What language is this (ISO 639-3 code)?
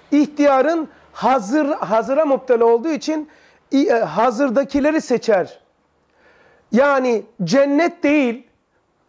tur